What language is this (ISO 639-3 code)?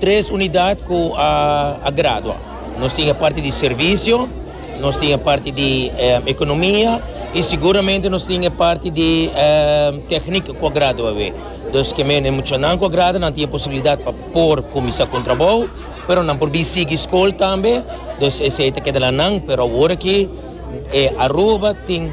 pap